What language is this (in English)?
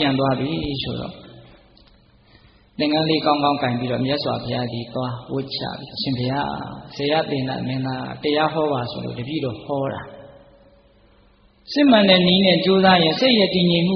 Burmese